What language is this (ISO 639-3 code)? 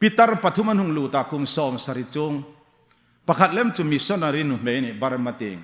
hmr